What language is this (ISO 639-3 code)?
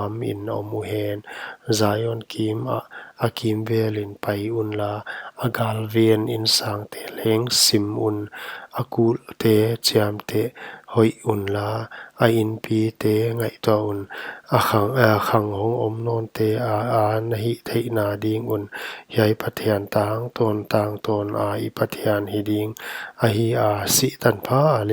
pck